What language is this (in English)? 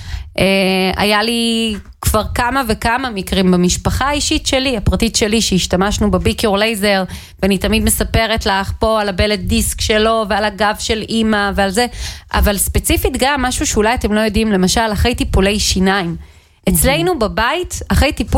Hebrew